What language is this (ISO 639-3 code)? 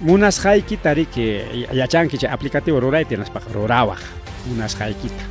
quy